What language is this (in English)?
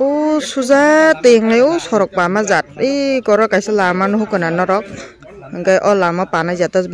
Kok Borok